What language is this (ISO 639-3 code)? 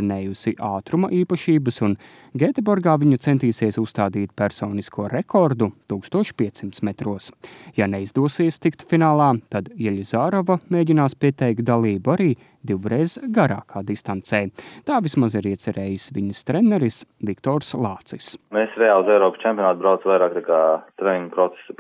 lav